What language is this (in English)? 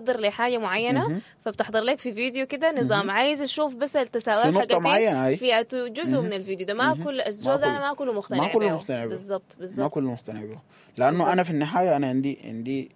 Sudanese Arabic